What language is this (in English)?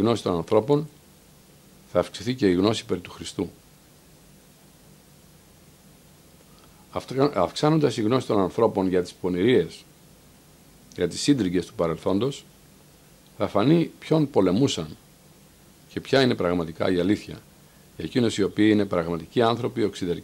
Greek